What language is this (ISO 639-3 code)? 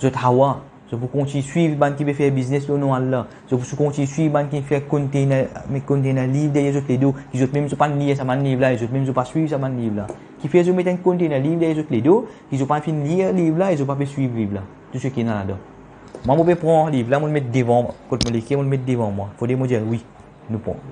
mfe